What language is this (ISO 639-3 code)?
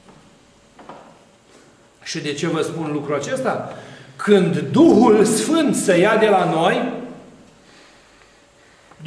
ron